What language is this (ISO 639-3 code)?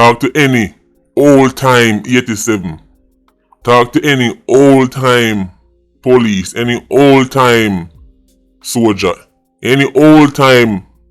jam